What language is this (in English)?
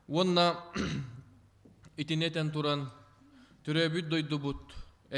Yakut